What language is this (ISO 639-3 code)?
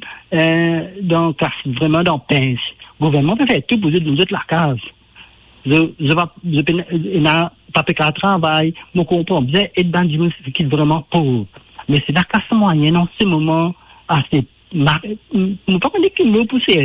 mfe